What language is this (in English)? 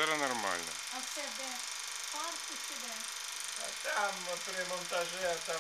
Ukrainian